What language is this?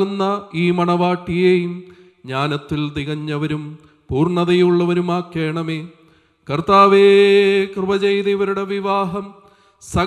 Malayalam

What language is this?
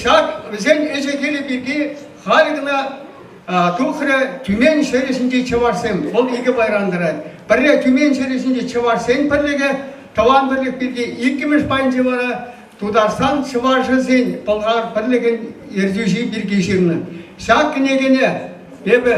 Chuvash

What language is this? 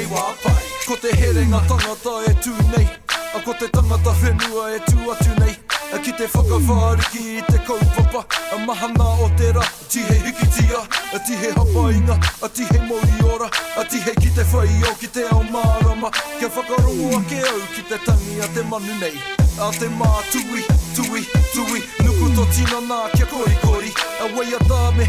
Māori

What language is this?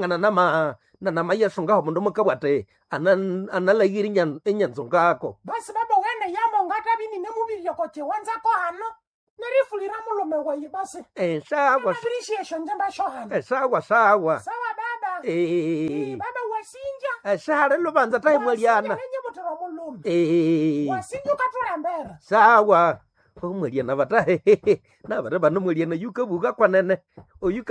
Nande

